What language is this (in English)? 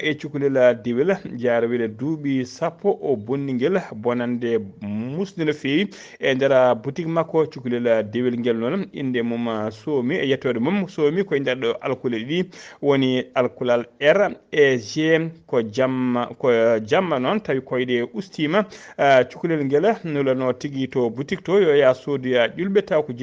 Fula